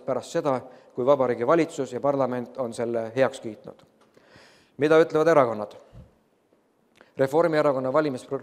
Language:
Estonian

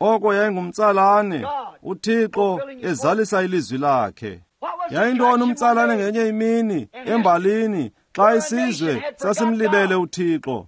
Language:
Xhosa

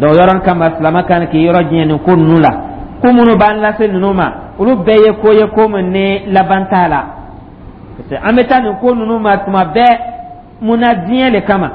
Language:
Dyula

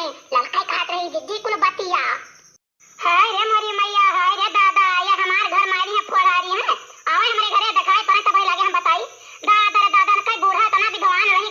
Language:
Awadhi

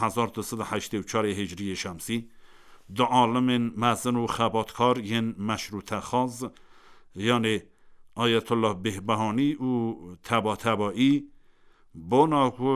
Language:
Kurdish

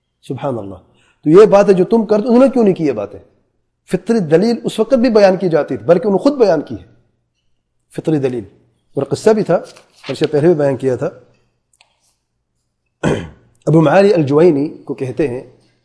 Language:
Urdu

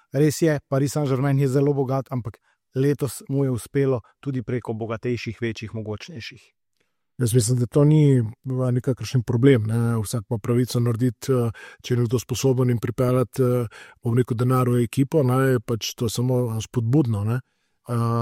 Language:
Slovenian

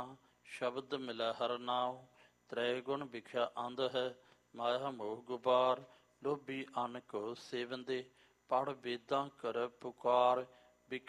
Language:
Punjabi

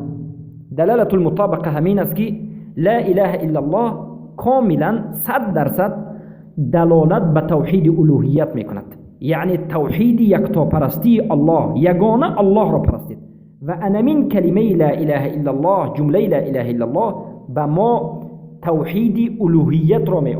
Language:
Persian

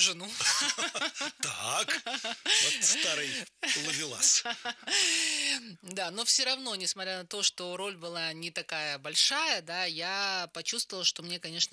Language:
Russian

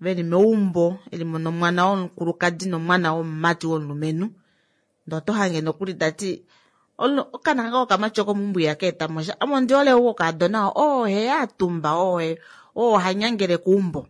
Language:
Kuanyama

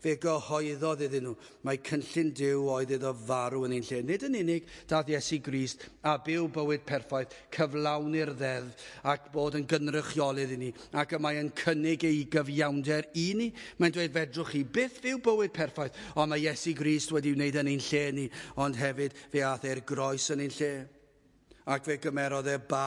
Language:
Welsh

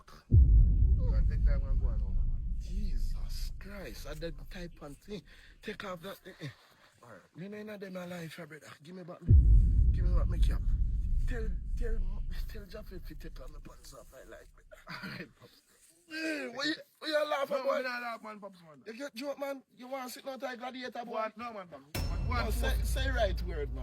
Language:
Jamaican Creole English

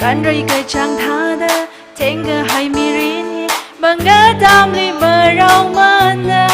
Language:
Tangkhul Naga (India)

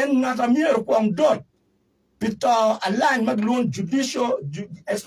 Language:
Acoli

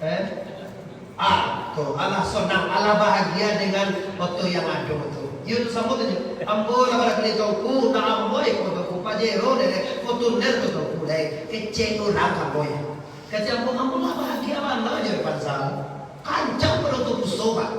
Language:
Minangkabau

